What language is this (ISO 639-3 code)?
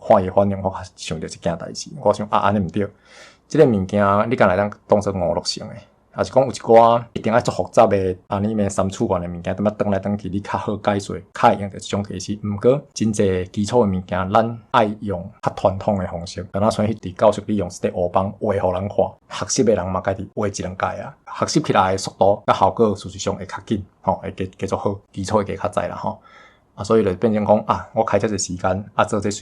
nan